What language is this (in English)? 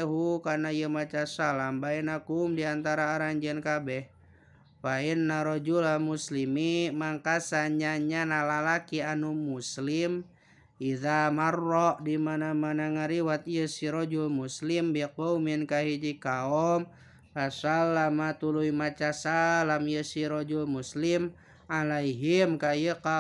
Sundanese